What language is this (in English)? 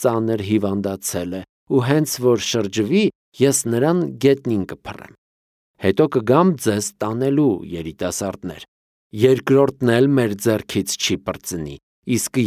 Armenian